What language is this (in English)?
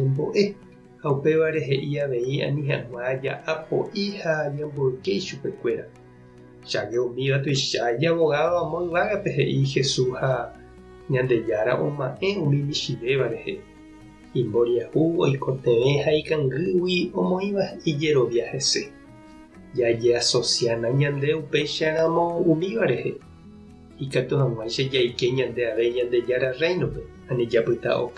Guarani